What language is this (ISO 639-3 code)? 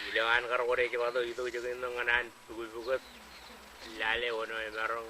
mah